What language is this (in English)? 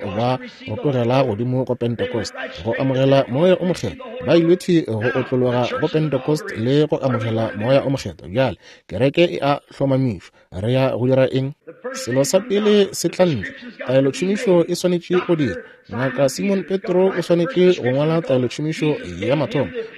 Northern Sotho